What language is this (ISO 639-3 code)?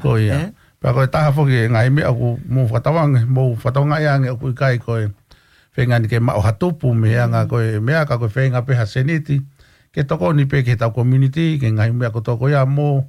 ton